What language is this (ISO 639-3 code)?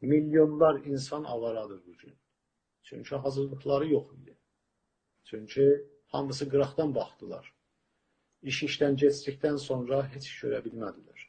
azb